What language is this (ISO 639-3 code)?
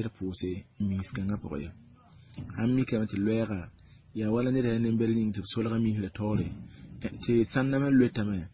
mos